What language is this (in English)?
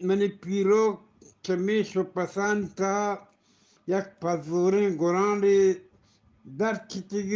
Eastern Balochi